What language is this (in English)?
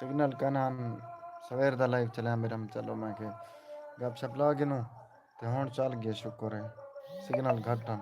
Saraiki